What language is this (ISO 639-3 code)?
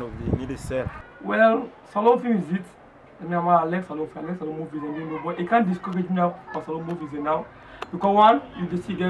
kri